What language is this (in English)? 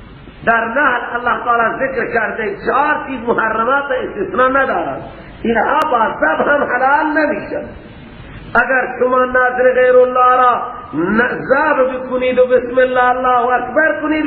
Persian